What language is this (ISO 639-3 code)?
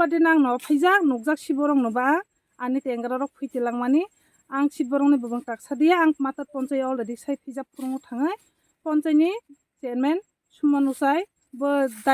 trp